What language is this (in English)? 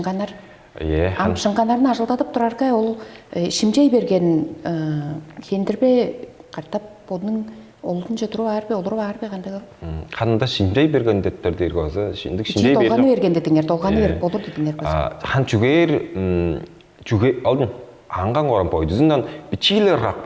Tuvinian